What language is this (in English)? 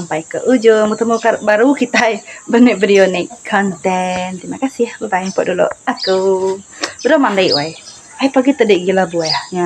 Iban